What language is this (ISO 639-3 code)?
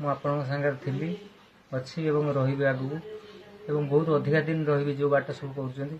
ori